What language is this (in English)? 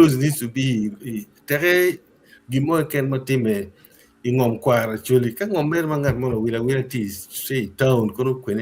Acoli